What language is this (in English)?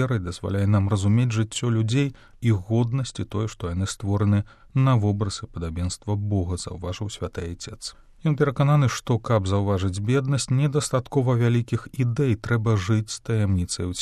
Belarusian